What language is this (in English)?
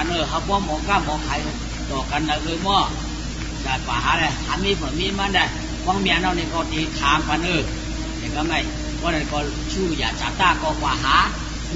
Shan